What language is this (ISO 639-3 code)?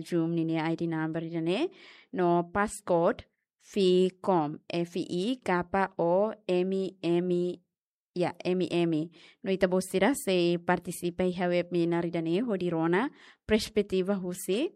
tet